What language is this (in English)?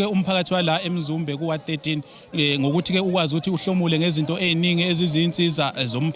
Zulu